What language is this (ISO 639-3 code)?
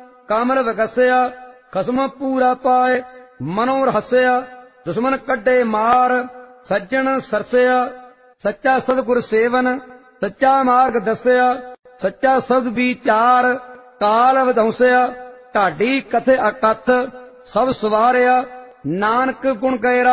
pan